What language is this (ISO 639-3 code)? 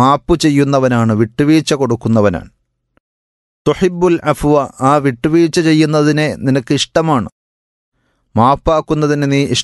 mal